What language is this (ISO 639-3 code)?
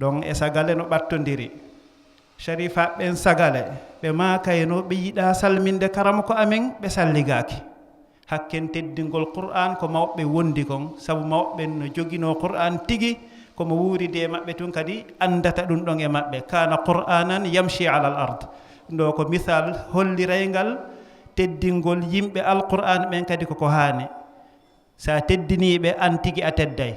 ful